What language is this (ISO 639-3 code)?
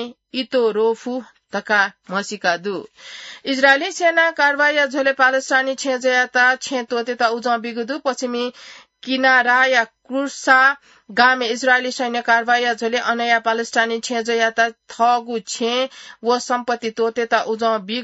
new